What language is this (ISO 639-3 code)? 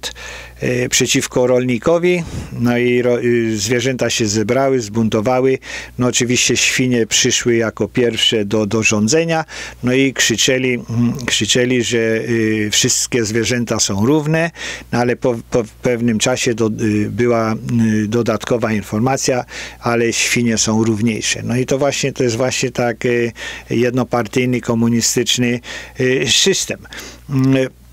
pol